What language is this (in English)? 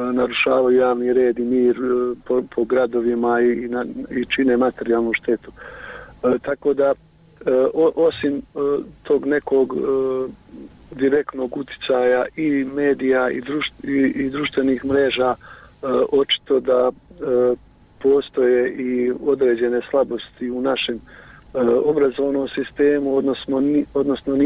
Bosnian